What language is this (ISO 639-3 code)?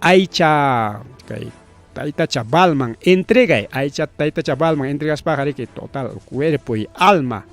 quy